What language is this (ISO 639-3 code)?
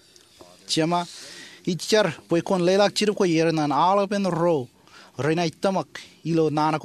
mah